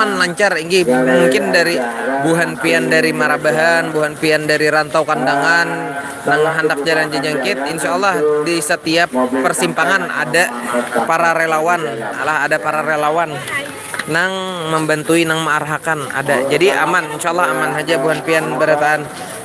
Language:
Banjar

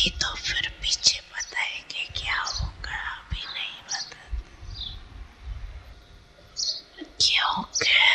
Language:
Hindi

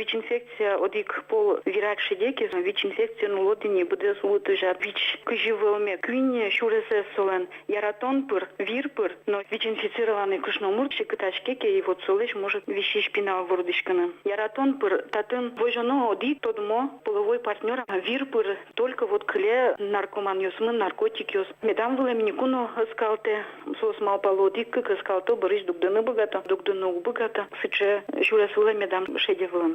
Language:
Udmurt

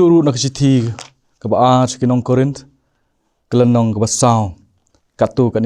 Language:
Khasi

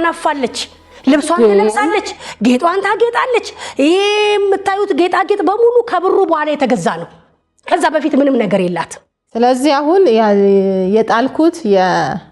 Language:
Amharic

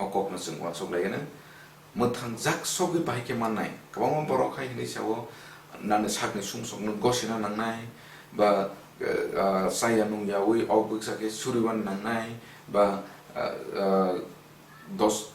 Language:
Kok Borok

